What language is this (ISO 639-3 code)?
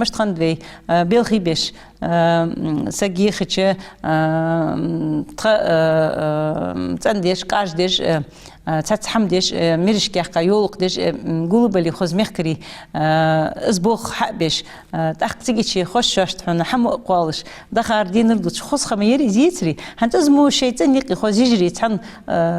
inh